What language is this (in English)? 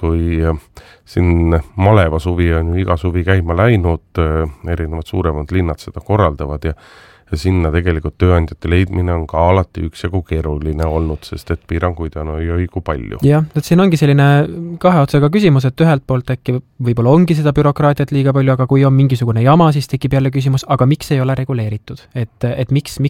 Estonian